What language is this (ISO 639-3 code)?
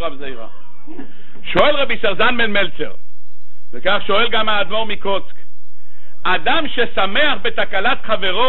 heb